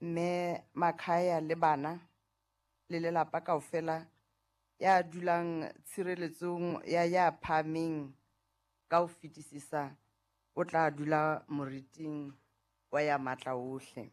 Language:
Southern Sotho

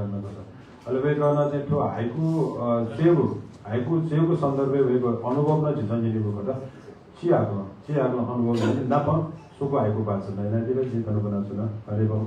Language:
Newari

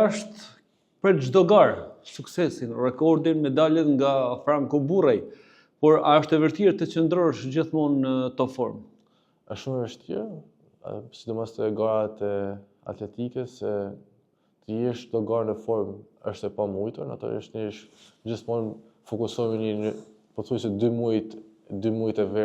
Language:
Albanian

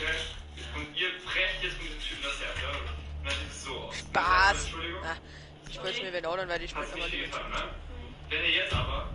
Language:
Bavarian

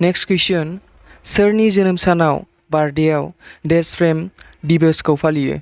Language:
Bodo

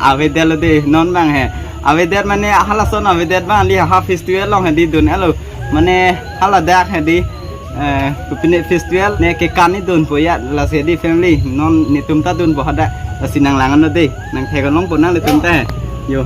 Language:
Karbi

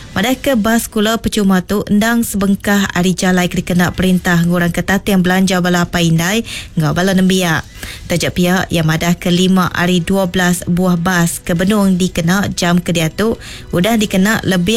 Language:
Iban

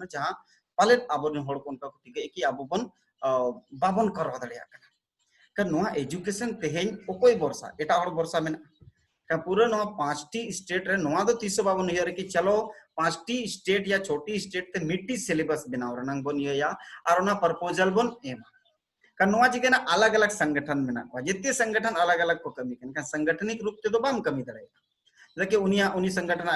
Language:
Santali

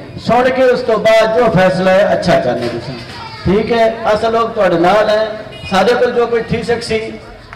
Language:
Saraiki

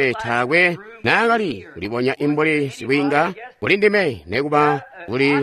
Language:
Tonga (Zambia)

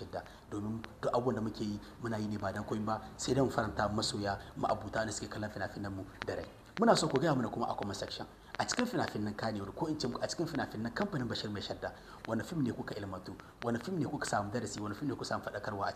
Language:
Hausa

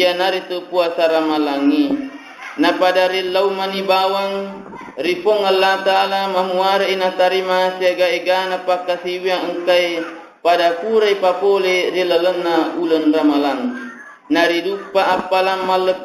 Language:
Buginese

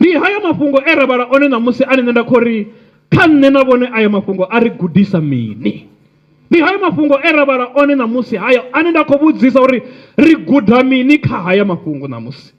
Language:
Venda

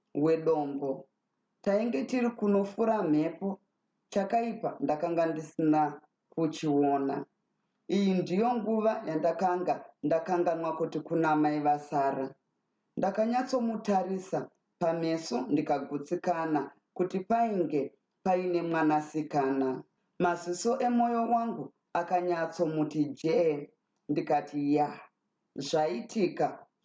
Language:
Shona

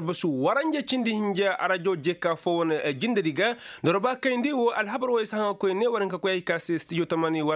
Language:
Koyraboro Senni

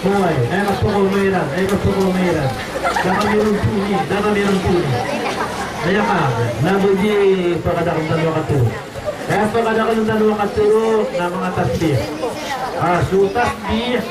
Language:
Maranao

